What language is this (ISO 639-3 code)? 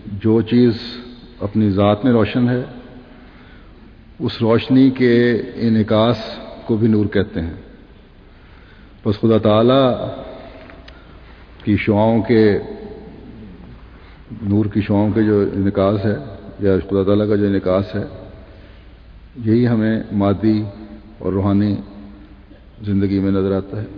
urd